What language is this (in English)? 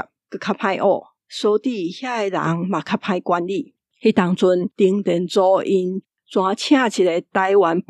Min Nan Chinese